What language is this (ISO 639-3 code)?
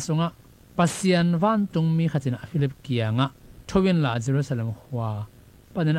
ctd